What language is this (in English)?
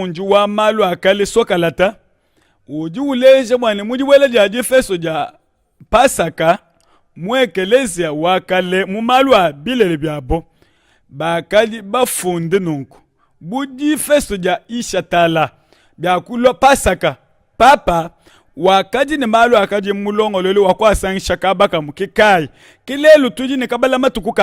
Luba-Lulua